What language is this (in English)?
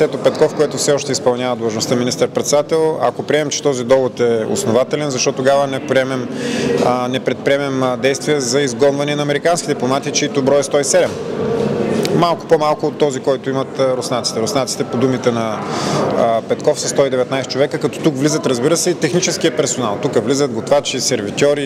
Bulgarian